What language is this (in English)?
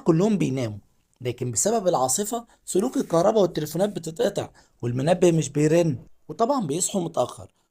Egyptian Arabic